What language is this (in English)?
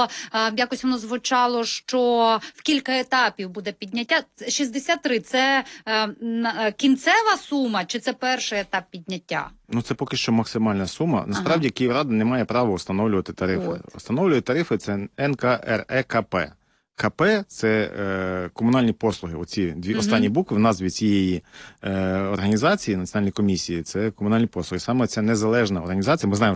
Ukrainian